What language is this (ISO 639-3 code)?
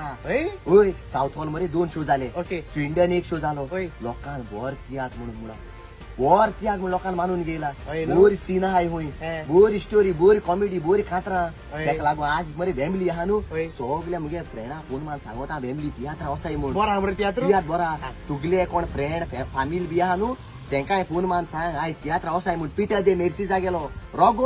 kok